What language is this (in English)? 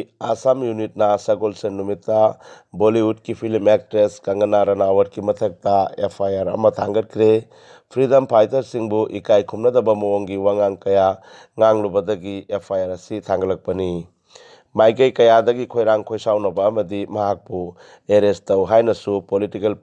Manipuri